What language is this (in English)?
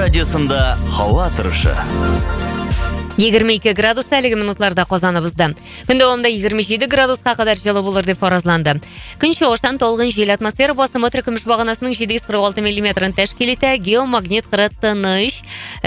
Tatar